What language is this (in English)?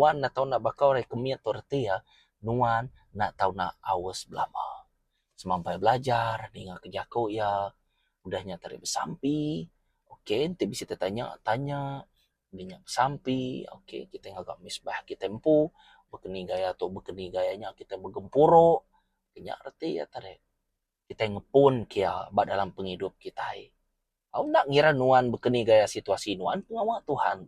Iban